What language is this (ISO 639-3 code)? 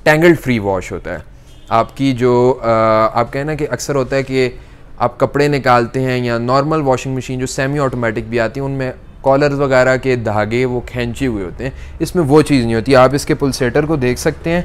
hin